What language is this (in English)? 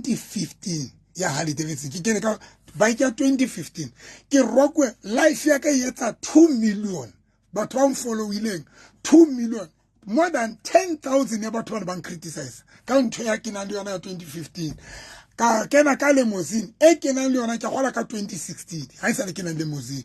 Southern Sotho